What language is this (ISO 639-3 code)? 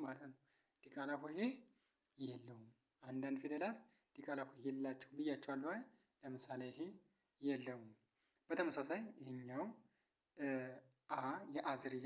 amh